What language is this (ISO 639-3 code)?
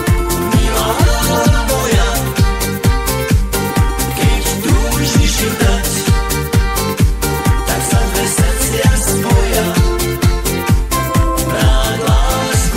slk